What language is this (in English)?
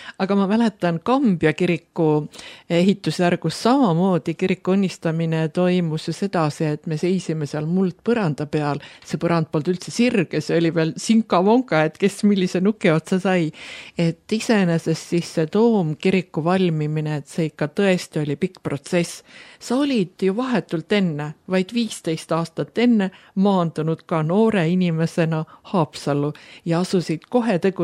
Estonian